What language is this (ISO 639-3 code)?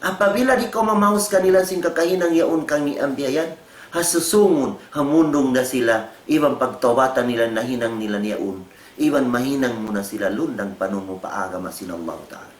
tsg